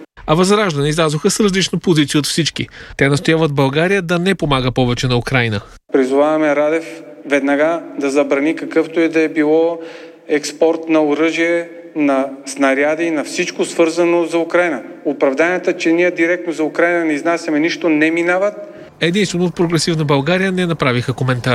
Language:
Bulgarian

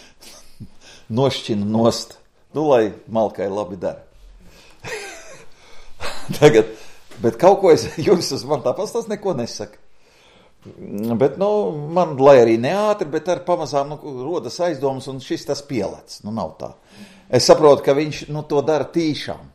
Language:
Latvian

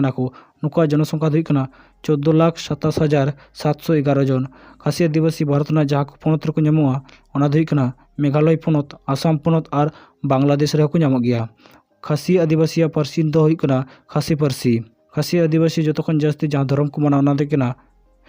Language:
Santali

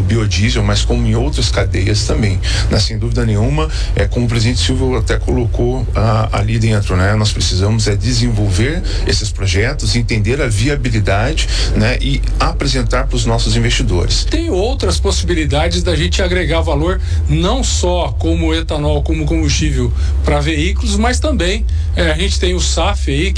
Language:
Portuguese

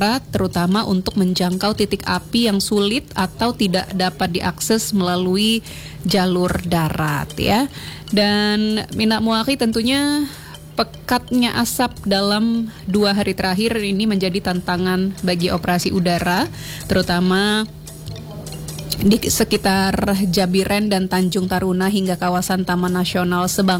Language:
Indonesian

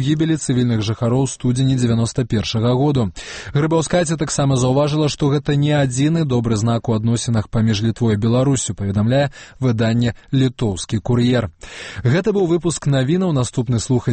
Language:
Belarusian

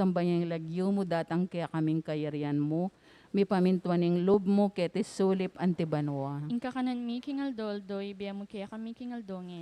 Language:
Pampanga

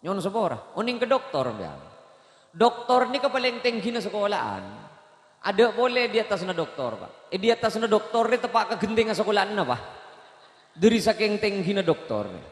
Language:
Madurese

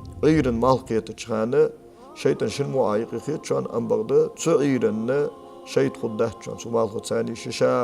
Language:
Ingush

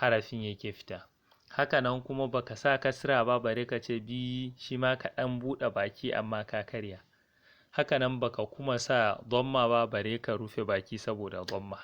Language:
Hausa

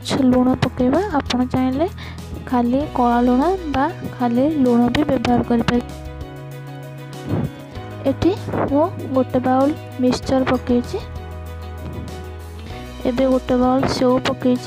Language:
Odia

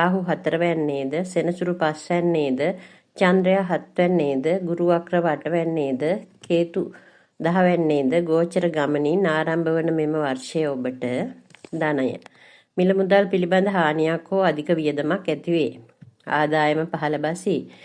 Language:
Sinhala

